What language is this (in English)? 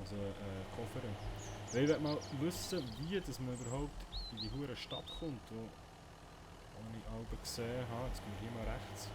Swiss German